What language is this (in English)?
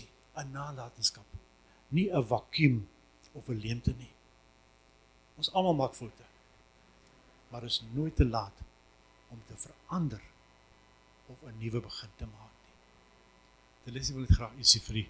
Afrikaans